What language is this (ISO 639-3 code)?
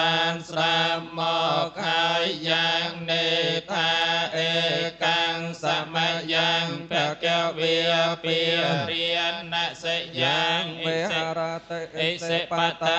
khm